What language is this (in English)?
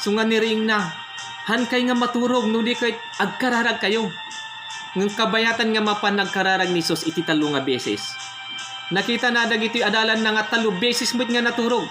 Iloko